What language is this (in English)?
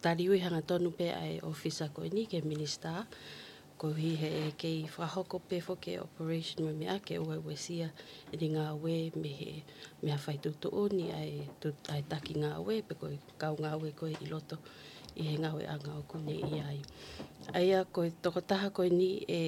Tongan